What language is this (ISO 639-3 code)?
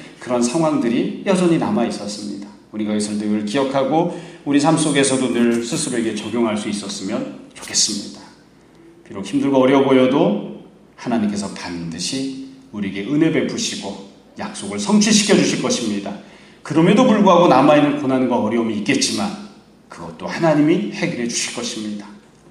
kor